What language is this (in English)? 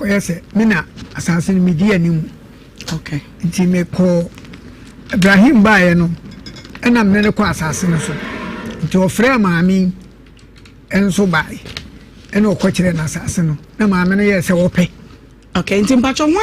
Akan